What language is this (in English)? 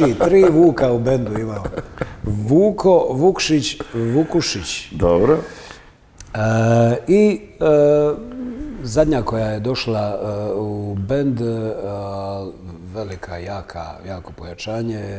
Croatian